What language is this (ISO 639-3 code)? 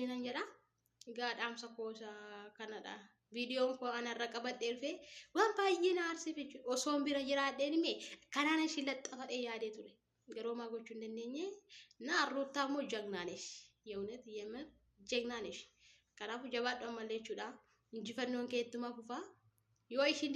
orm